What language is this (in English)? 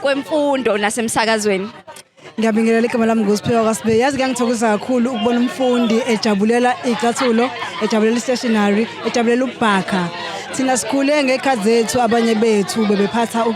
Zulu